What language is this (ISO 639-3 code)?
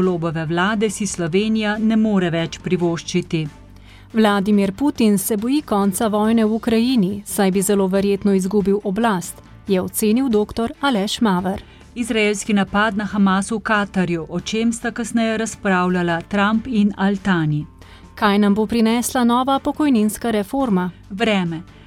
slv